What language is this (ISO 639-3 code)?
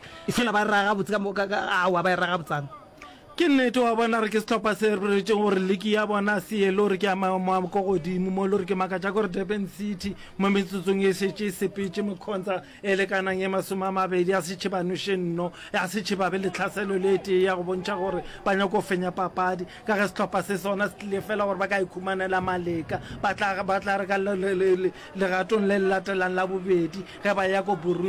nso